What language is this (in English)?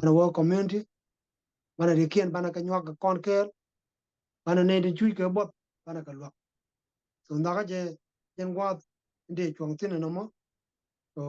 Nuer